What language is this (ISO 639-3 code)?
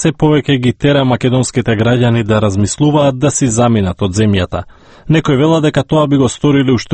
mkd